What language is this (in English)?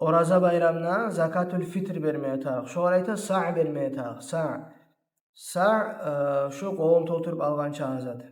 Kumyk